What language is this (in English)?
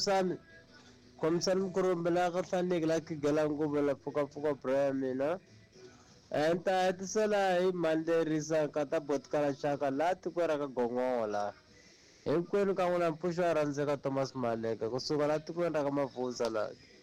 Tsonga